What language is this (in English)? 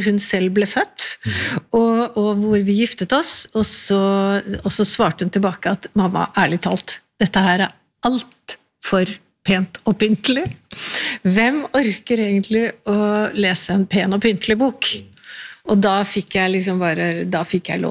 Norwegian